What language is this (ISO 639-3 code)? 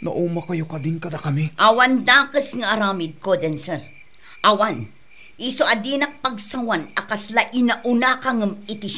ilo